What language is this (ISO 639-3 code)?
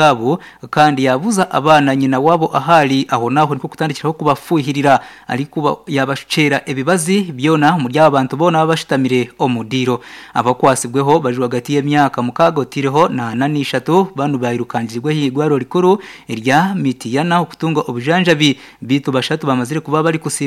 nyn